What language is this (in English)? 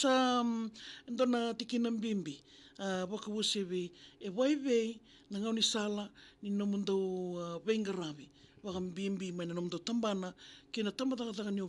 Fijian